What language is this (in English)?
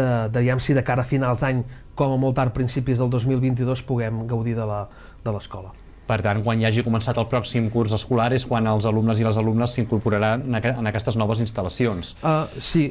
Catalan